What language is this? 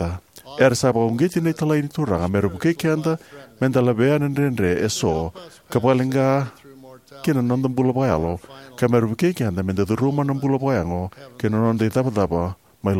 Fijian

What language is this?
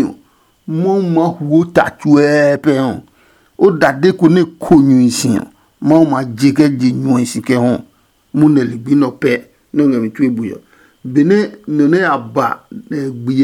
Adangme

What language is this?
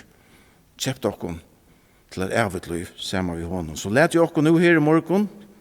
Faroese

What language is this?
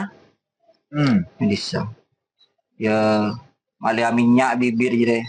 Madurese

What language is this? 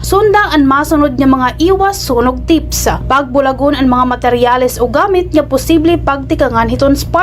Waray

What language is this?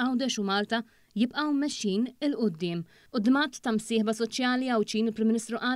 Maltese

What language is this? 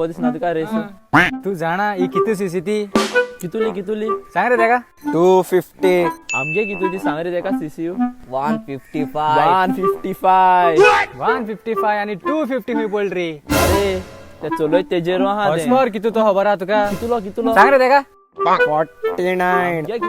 Konkani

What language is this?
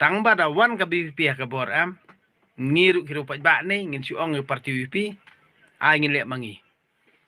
Khasi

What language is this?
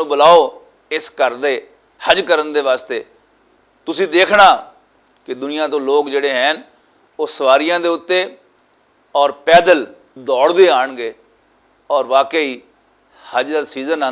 Western Panjabi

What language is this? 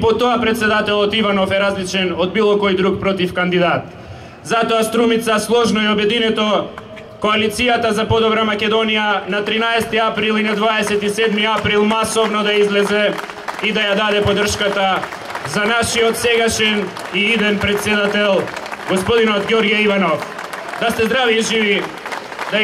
Macedonian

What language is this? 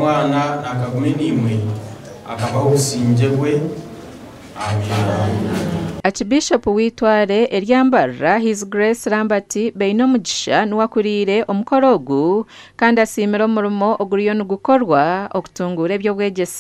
Nyankole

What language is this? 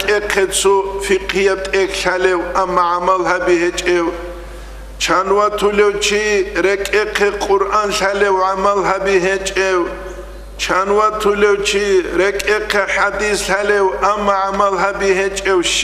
Avaric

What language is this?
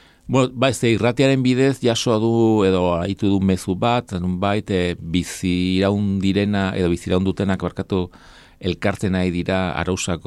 Basque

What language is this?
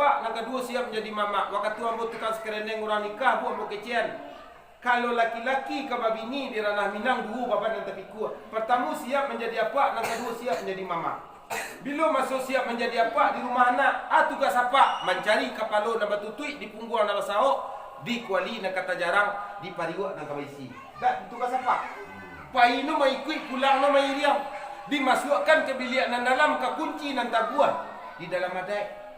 Minangkabau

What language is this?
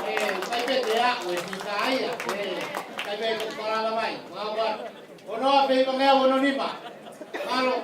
Tongan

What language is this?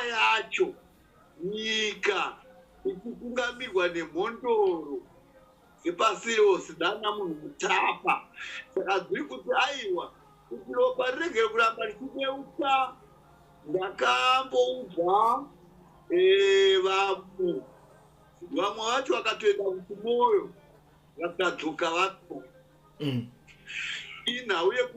Shona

